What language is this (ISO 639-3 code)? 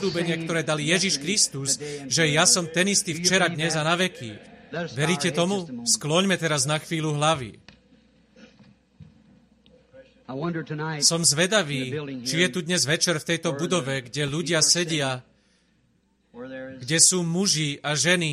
slk